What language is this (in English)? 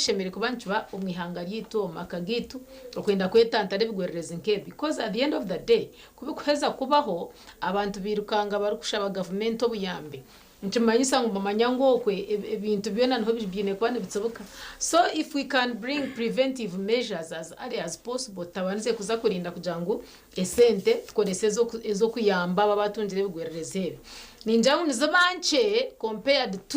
Nyankole